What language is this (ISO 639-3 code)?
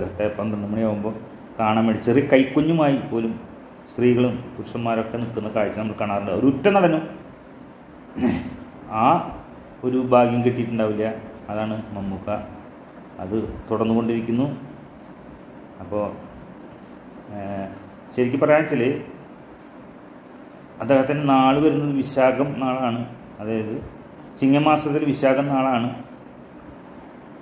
mal